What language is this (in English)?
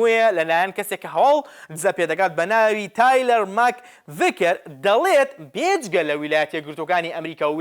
Central Kurdish